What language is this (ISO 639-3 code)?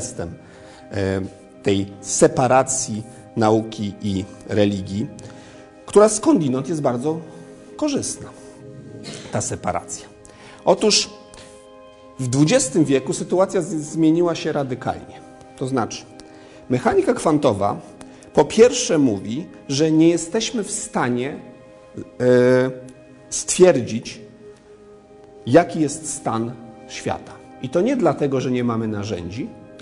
pol